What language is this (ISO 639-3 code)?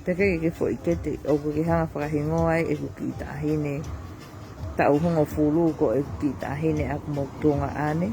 ton